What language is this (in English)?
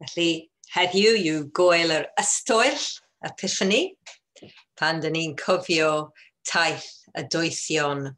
Welsh